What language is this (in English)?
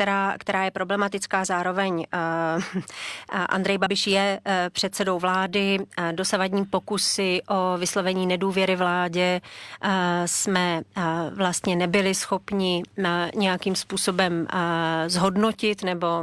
Czech